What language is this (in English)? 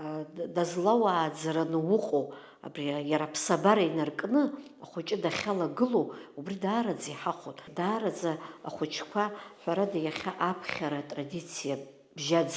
Abkhazian